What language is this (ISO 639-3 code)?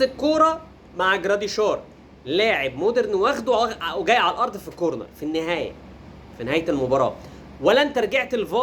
arz